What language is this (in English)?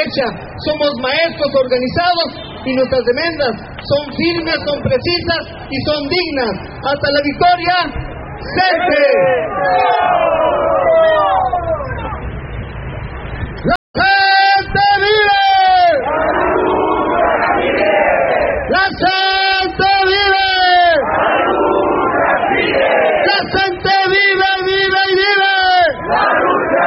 Spanish